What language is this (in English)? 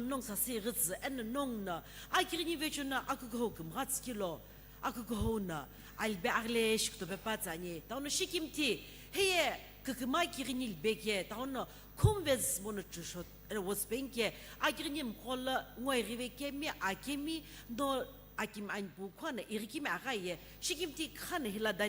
Sumi Naga